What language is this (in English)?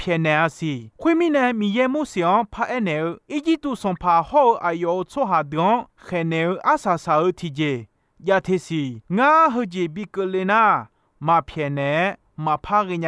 Akha